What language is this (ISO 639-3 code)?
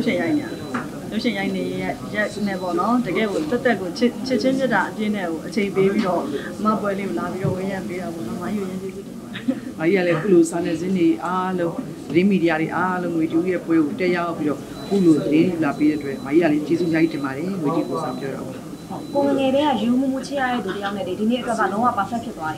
mya